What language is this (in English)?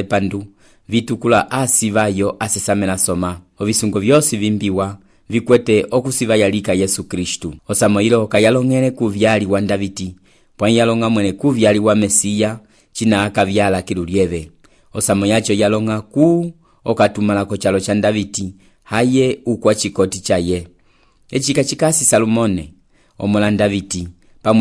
Umbundu